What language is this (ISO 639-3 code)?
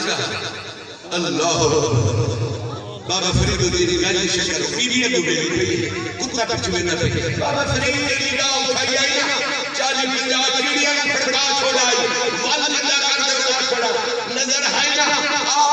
skr